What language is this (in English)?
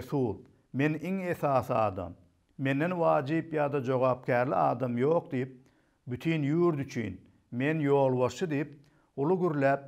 Turkmen